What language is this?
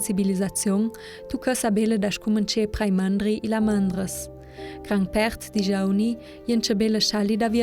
Ladin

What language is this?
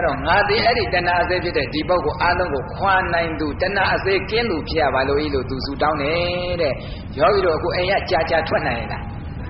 Burmese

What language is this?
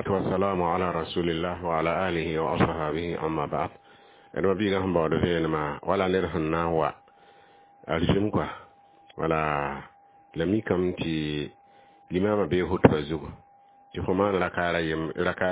Mossi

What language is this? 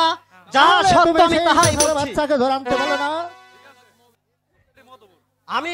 Bangla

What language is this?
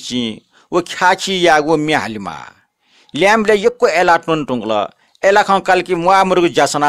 Newari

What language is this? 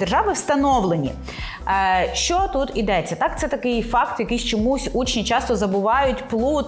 Ukrainian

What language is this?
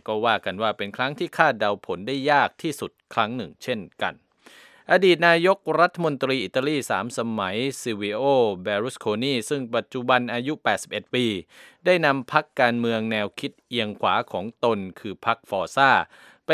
Thai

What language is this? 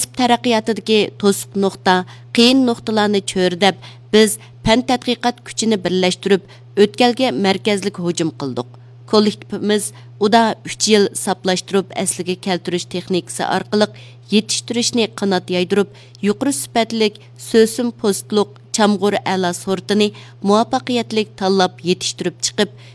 Uyghur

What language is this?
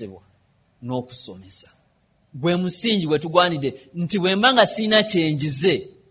Ganda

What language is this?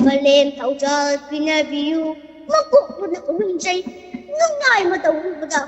Manipuri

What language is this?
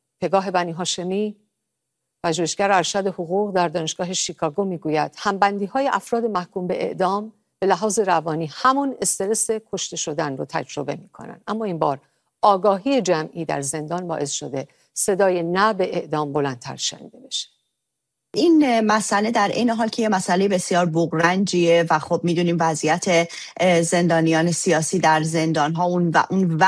Persian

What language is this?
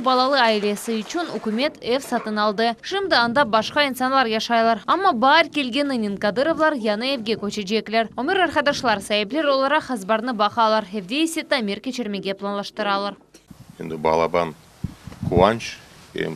Crimean Tatar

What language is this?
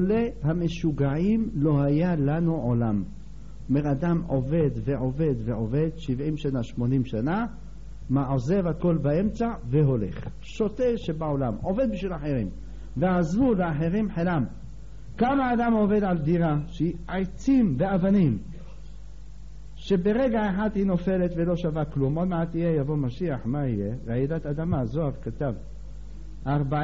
Hebrew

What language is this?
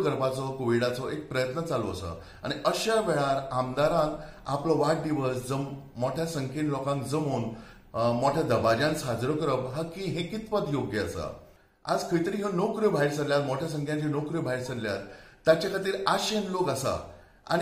Konkani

